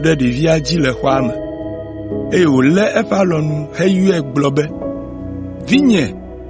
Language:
Ewe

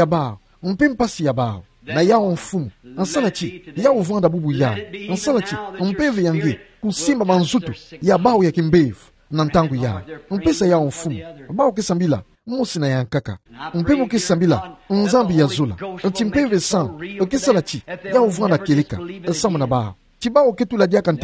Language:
Kituba (Democratic Republic of Congo)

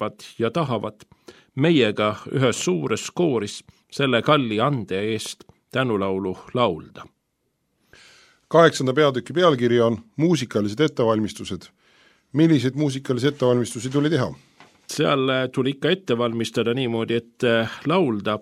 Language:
Estonian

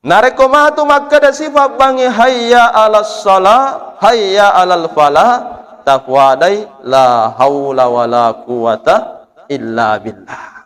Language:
Buginese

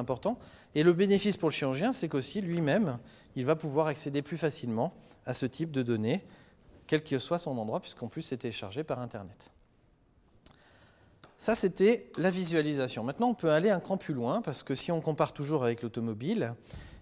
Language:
French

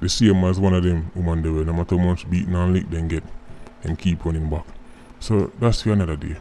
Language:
Jamaican Creole English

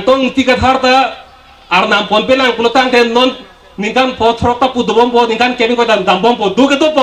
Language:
Karbi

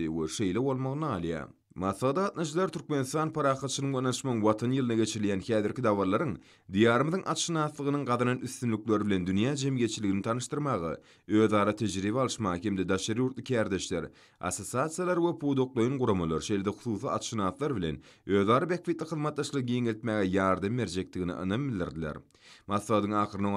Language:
Turkmen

